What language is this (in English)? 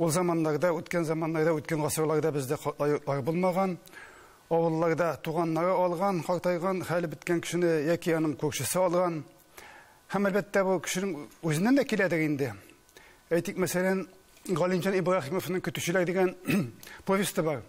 Tatar